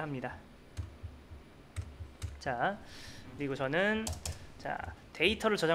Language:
Korean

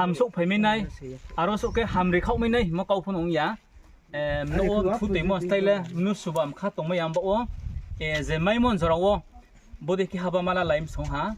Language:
Riang (India)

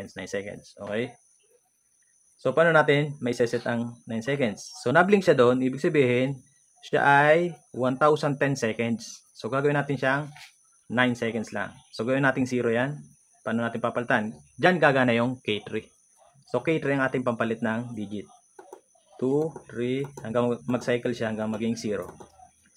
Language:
Filipino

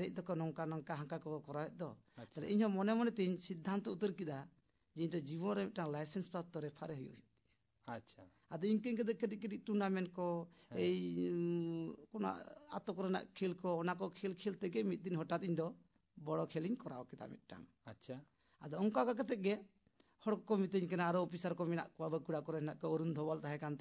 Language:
Santali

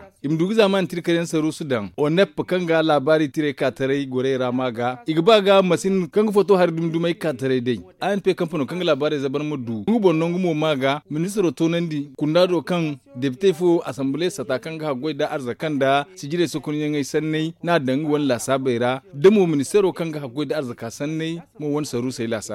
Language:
Zarma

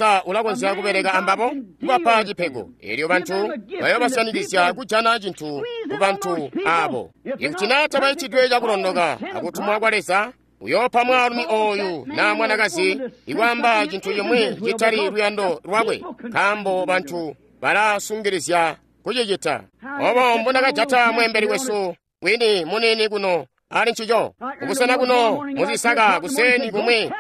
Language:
Tonga (Zambia)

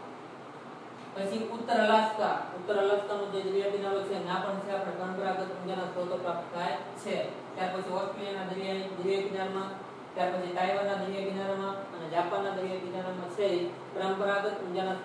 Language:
Gujarati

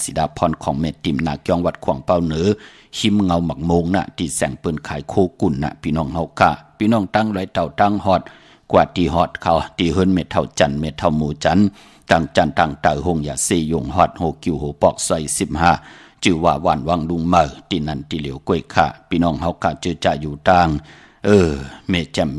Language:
Shan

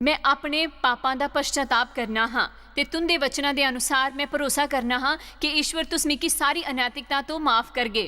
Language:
Dogri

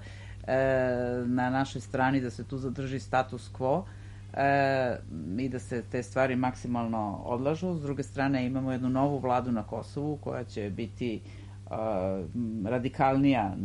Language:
Serbian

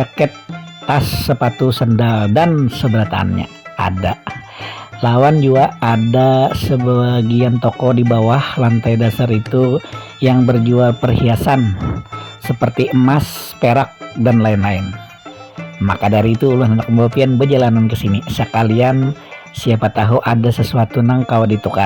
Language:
Banjar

